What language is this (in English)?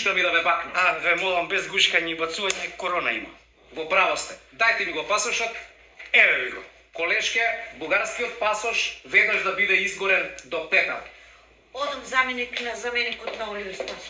Macedonian